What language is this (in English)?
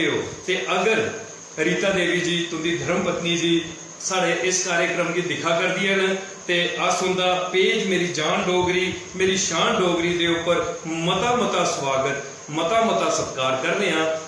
Dogri